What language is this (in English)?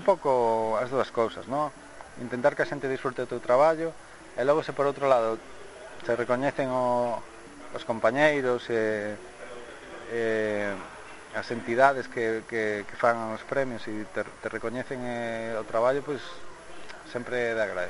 Galician